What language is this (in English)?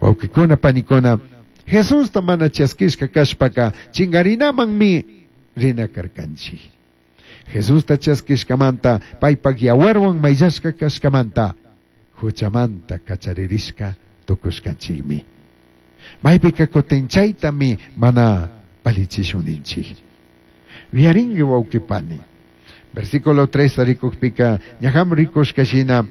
Chimborazo Highland Quichua